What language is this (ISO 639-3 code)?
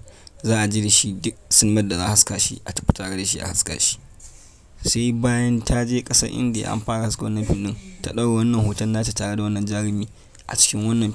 hau